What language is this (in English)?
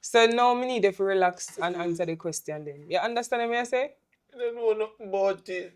Jamaican Creole English